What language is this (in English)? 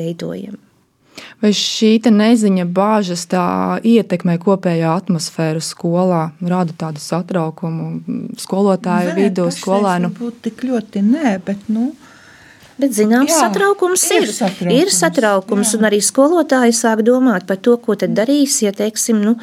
Latvian